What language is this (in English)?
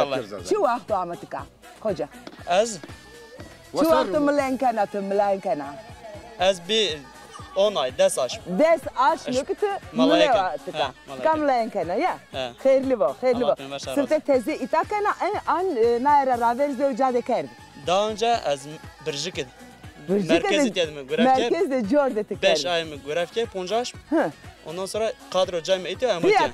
Zaza